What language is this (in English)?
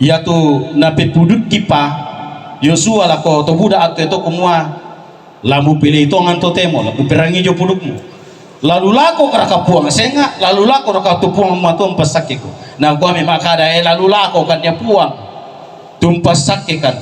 Toraja-Sa'dan